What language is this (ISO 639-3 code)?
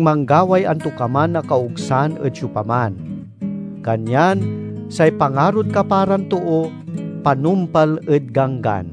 pag